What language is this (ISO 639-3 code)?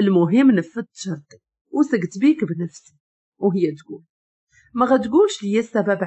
ary